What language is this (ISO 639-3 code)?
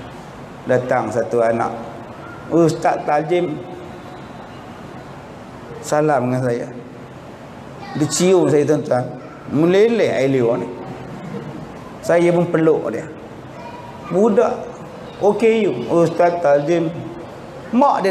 msa